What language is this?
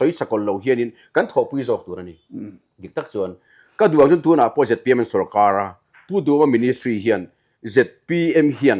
Mizo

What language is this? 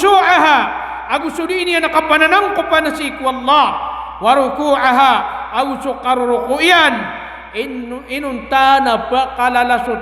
Maranao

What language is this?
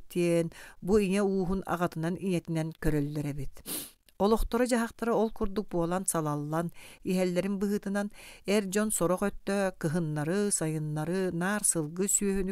Yakut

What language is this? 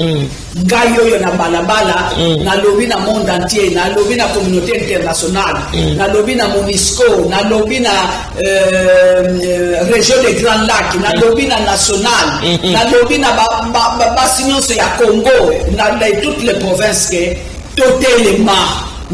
Lingala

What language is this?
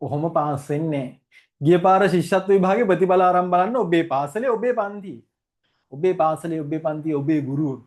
Sinhala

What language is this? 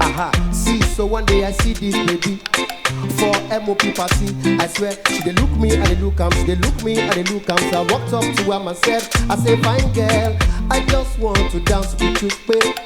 Nigerian Pidgin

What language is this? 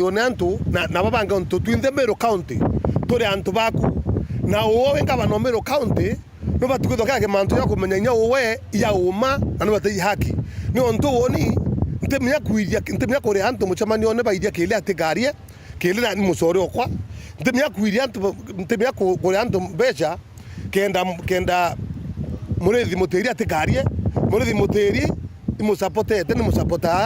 Meru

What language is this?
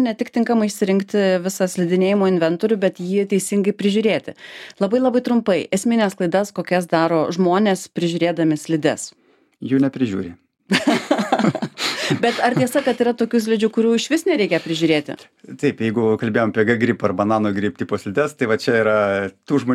Lithuanian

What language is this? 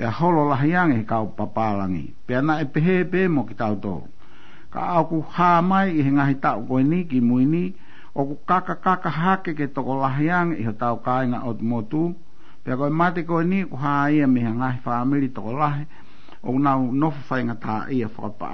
Tongan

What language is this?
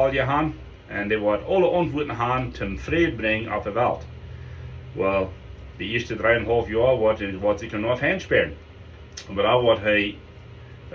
Plautdietsch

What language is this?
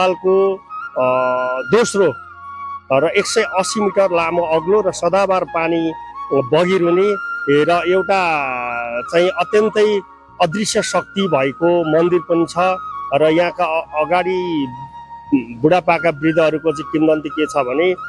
Nepali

